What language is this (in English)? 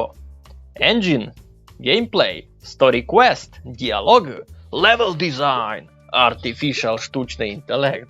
Rusyn